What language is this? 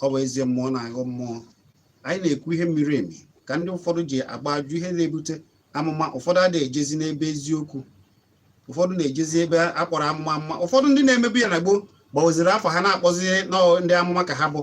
Igbo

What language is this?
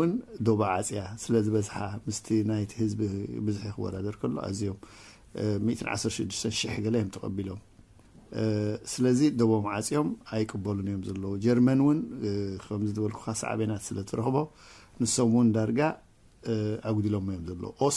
Tigrinya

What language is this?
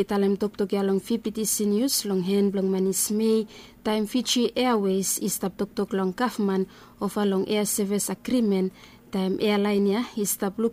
Bislama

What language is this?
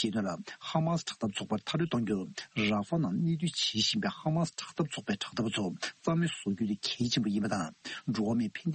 Tibetan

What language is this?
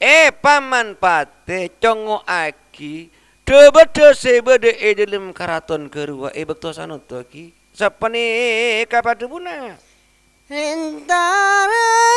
Madurese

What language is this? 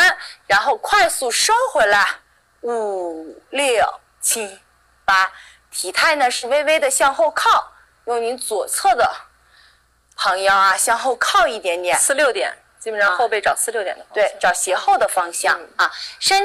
Chinese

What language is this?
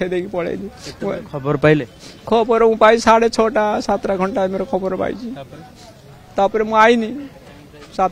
Odia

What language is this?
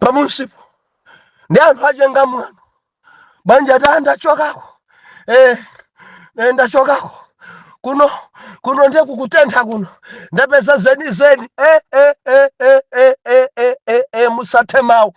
Nyanja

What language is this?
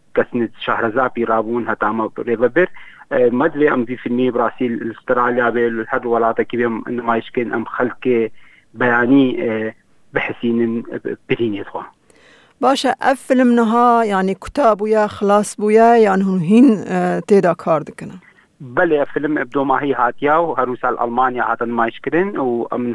Kurdish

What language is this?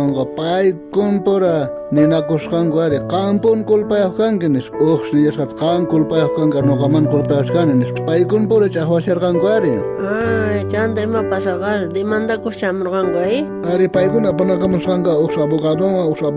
South Bolivian Quechua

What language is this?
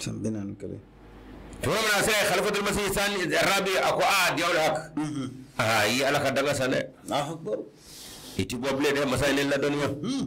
Bambara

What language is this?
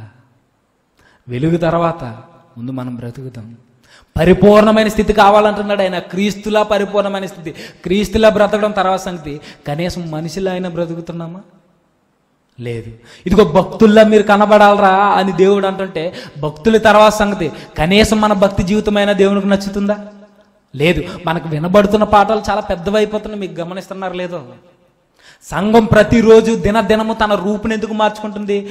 Telugu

